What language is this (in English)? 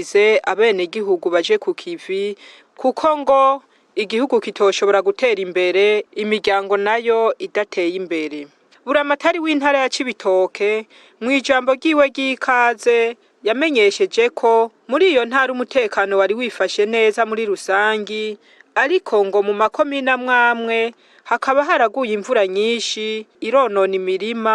Rundi